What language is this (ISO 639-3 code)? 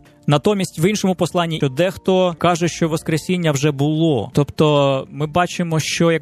ukr